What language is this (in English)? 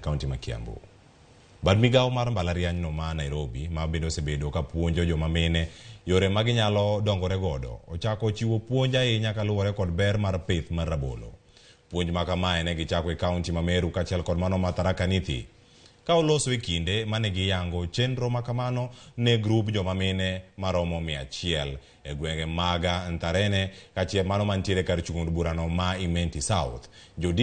Luo (Kenya and Tanzania)